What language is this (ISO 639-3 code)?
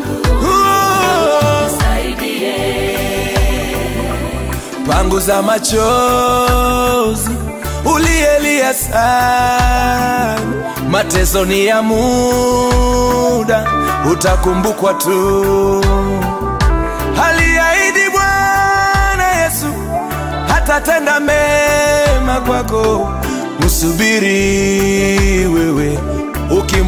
swa